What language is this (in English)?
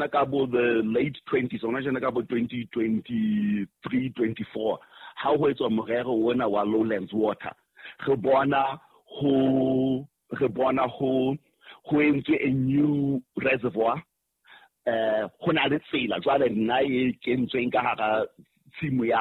Southern Sotho